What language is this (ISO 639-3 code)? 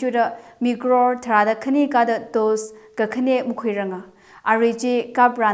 nmf